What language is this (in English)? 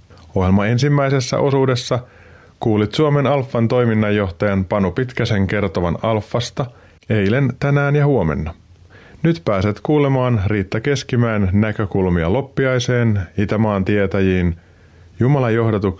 Finnish